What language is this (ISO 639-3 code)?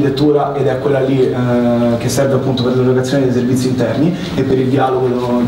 ita